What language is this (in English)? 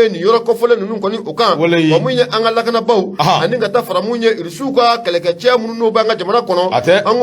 Bambara